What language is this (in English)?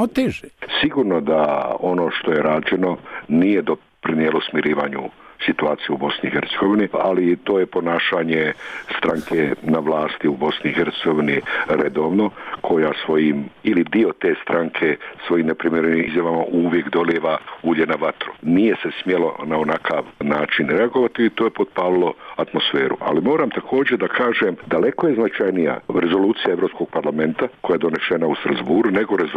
Bosnian